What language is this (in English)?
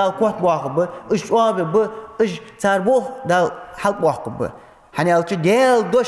Ingush